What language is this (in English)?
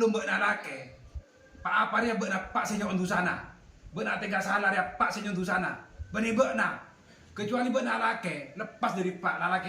Madurese